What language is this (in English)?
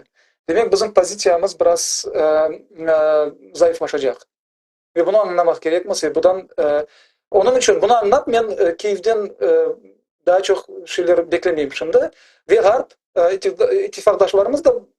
Crimean Tatar